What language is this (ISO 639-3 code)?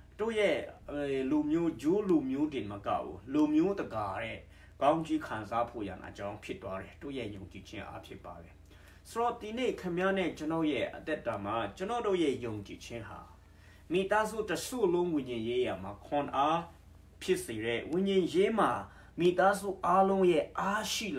mya